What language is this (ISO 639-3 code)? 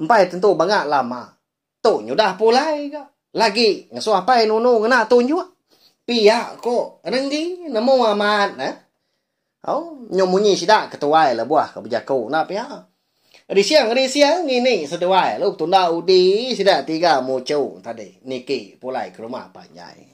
iba